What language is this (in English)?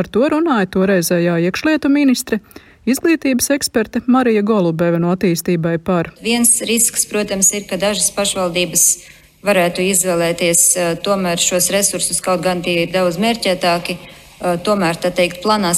Latvian